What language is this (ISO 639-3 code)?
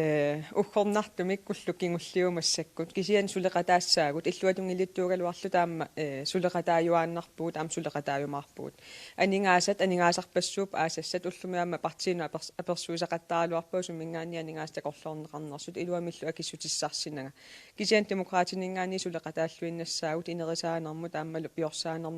kal